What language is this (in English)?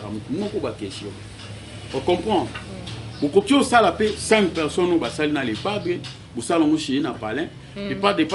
Lingala